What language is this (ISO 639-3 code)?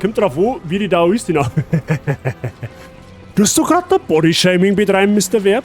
bar